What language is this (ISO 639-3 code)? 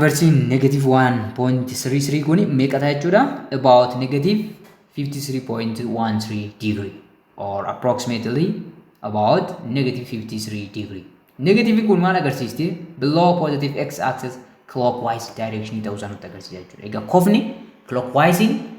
orm